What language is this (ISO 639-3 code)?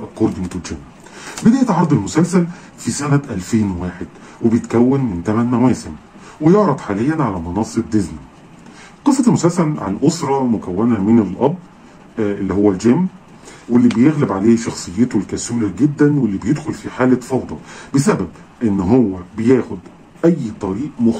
arz